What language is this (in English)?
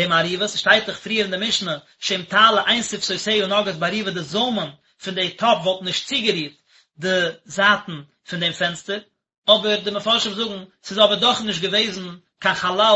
Yiddish